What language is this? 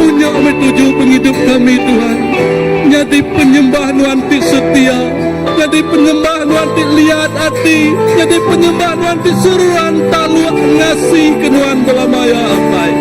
Iban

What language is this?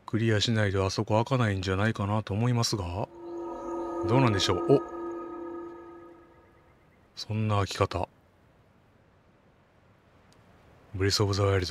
Japanese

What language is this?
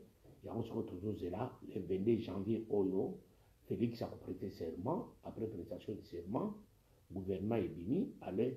Lingala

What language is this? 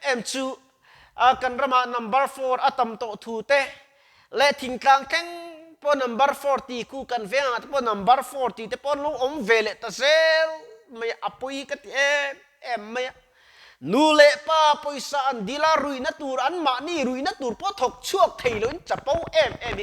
Mizo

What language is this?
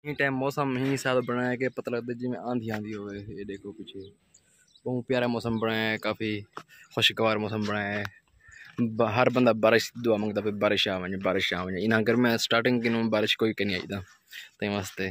Saraiki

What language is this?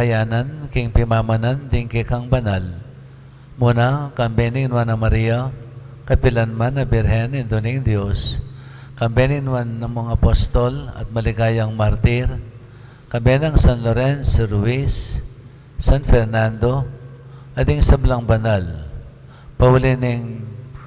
Pampanga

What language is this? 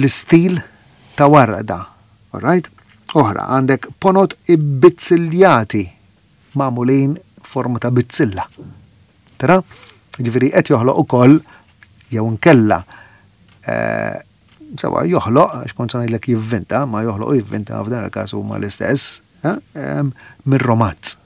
Maltese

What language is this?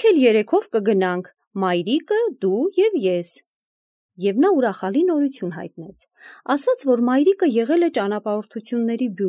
Armenian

